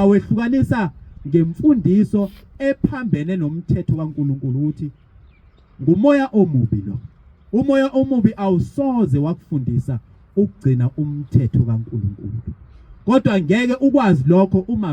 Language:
Zulu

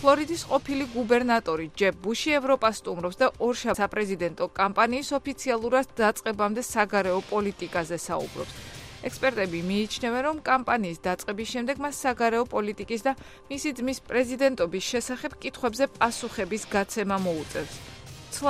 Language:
Georgian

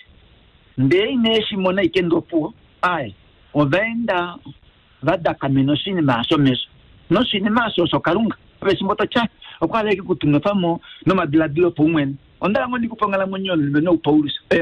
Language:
Kuanyama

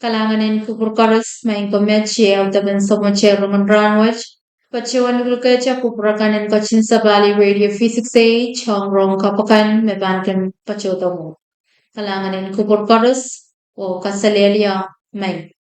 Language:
Pohnpeian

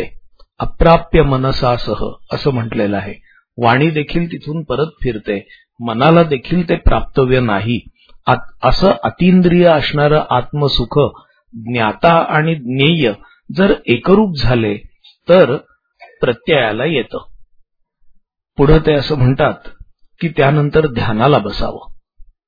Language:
Marathi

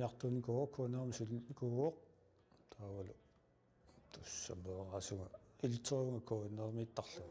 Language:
Kalaallisut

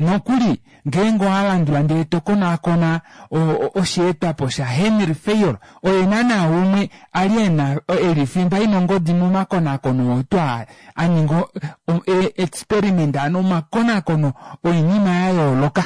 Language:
Kuanyama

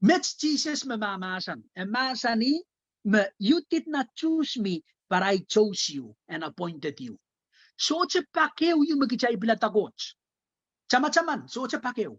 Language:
Pohnpeian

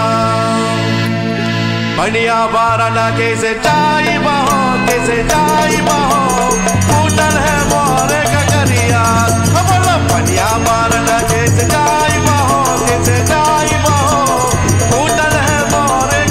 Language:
Bhojpuri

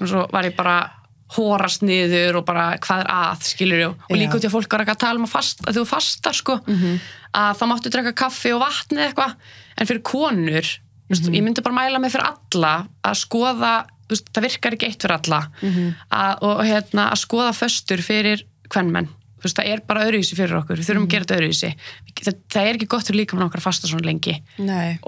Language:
Icelandic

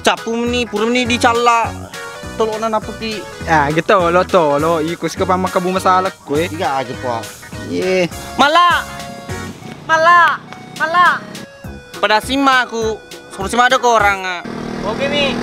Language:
Buginese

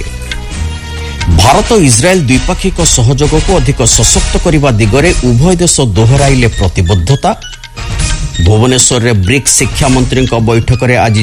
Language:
Odia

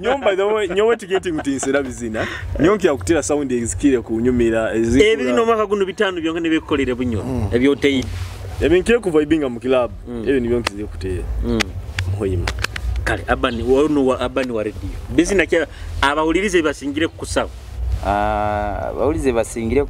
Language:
Nyoro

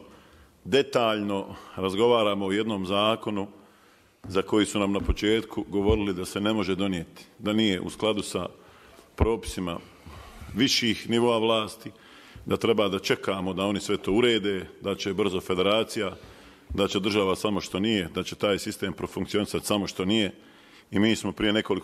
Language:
Bosnian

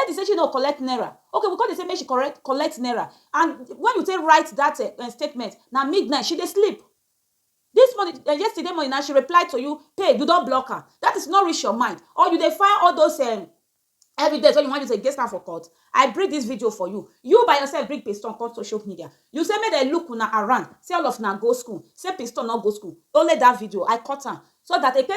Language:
Nigerian Pidgin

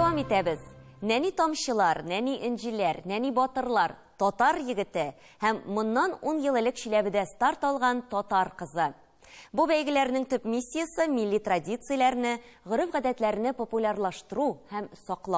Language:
Tatar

